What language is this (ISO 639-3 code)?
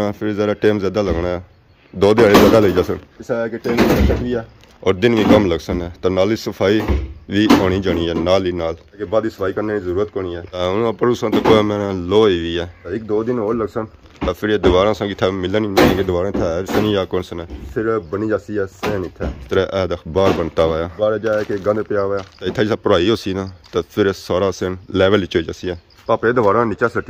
phr